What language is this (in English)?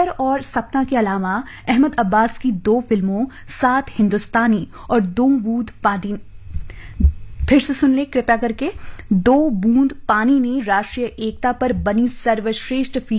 Hindi